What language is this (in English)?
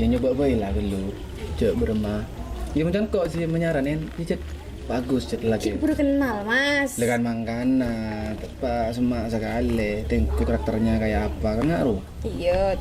Madurese